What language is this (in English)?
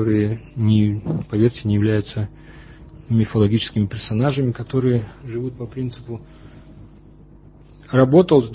Russian